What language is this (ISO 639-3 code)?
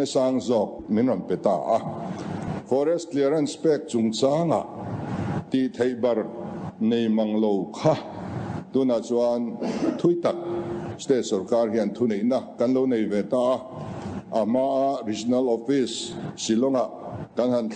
lus